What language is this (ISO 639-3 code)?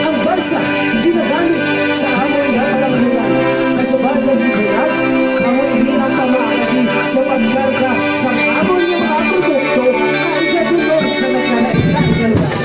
hil